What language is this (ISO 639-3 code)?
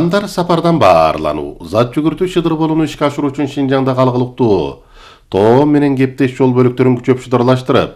kir